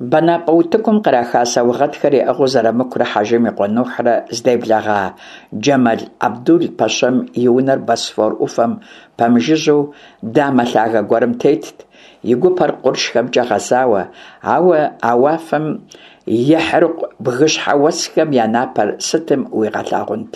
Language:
Kabardian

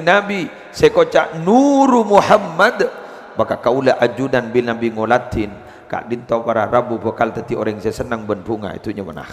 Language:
Madurese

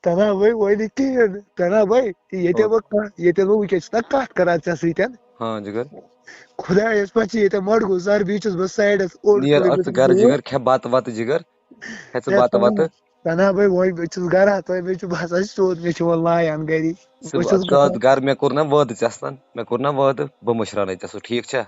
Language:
Kashmiri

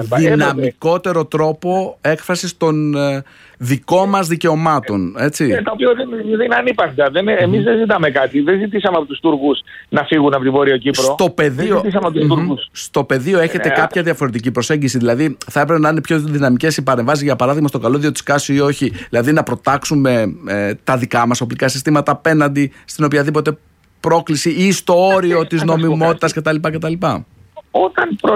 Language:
Greek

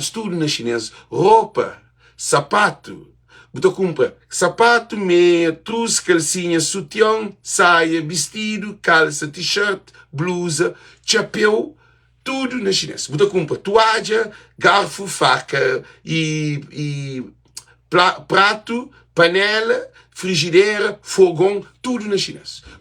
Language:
Kabuverdianu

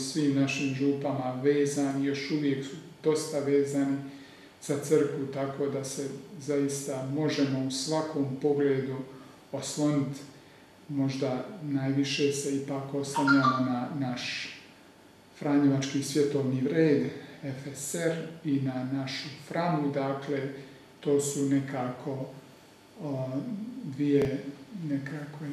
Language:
Croatian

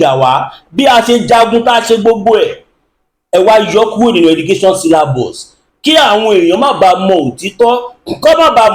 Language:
Yoruba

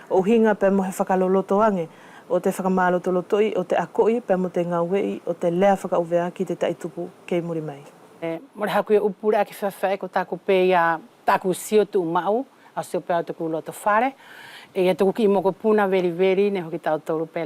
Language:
Wallisian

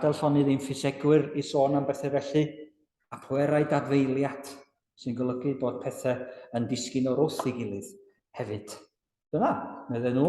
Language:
Welsh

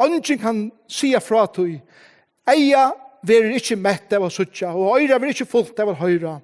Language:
Faroese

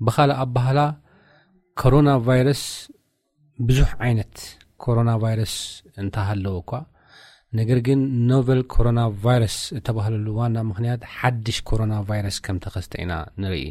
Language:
Tigrinya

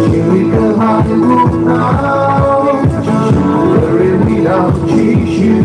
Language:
Tangkhul Naga (India)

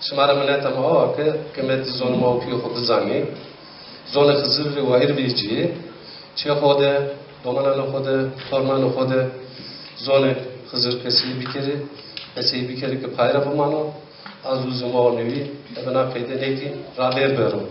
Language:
Zaza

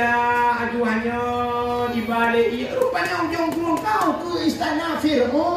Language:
Achinese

